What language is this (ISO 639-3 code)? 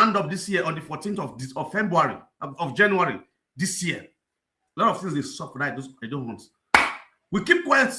pcm